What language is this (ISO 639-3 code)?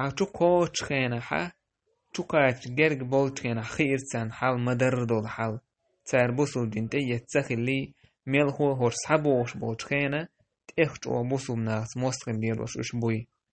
che